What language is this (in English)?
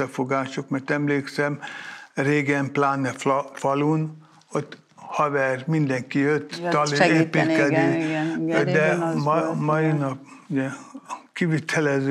Hungarian